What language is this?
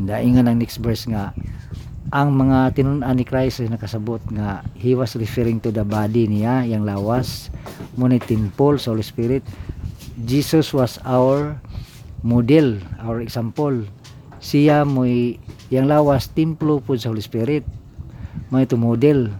Cebuano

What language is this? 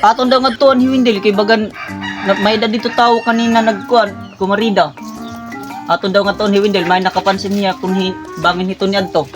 Waray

